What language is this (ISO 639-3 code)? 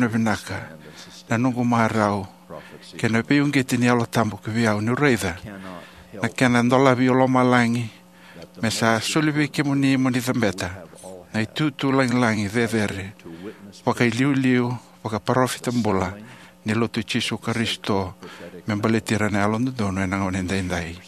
fij